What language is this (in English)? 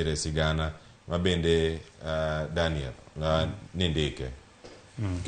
Luo (Kenya and Tanzania)